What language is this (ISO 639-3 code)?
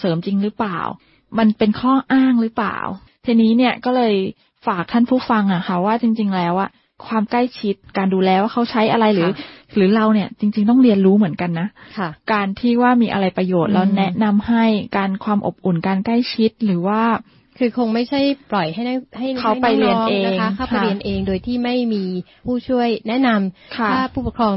tha